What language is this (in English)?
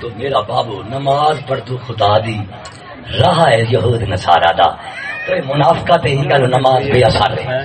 Saraiki